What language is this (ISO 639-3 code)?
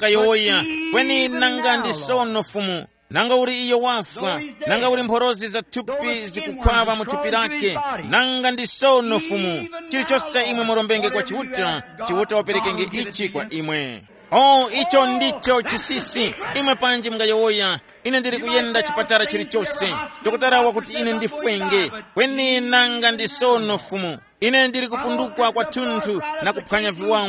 tum